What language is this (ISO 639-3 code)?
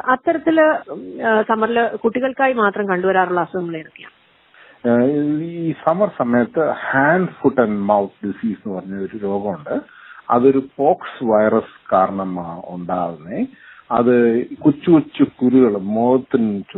mal